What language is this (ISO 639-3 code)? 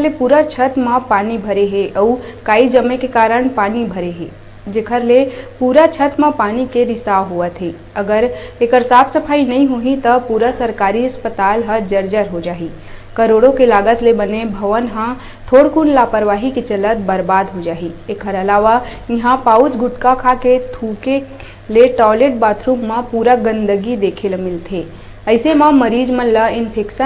hne